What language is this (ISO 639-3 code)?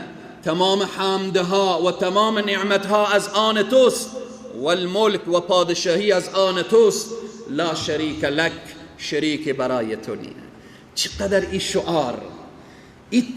fas